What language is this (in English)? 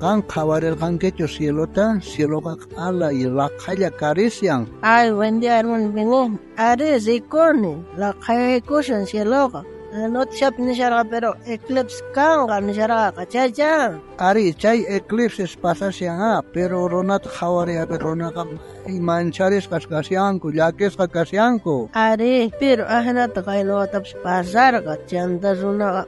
South Bolivian Quechua